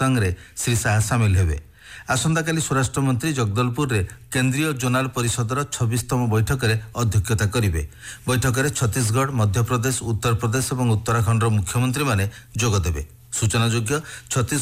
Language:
Odia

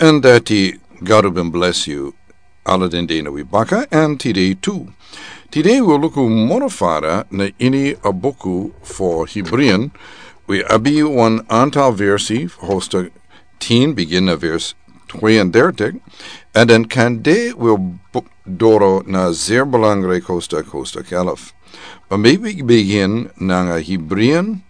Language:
Sranan Tongo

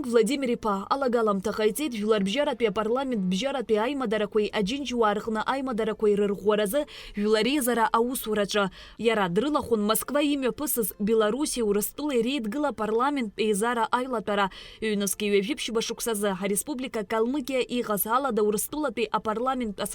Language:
Abkhazian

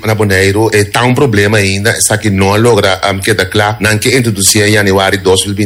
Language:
Papiamento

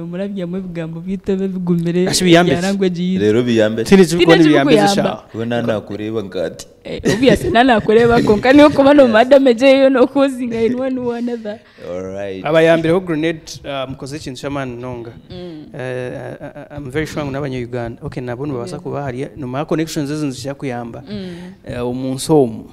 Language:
Nyankole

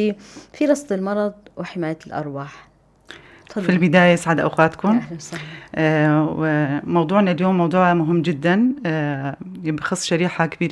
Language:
North Levantine Arabic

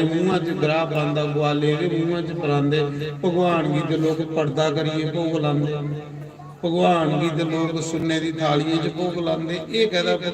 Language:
Dogri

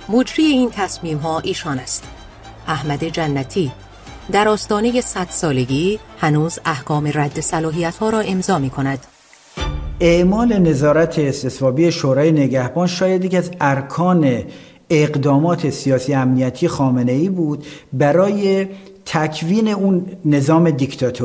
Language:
Persian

